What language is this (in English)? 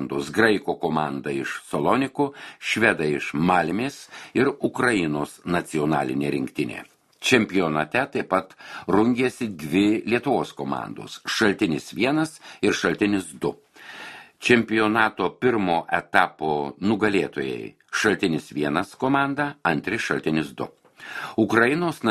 Lithuanian